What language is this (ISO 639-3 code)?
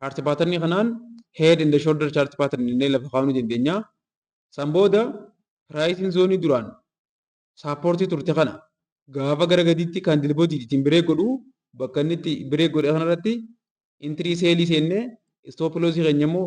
orm